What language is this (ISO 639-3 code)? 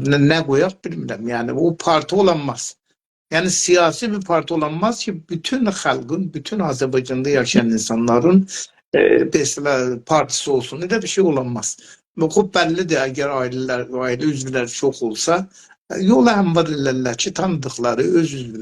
azb